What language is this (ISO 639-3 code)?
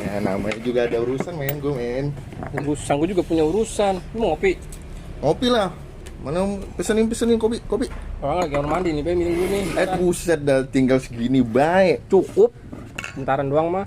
bew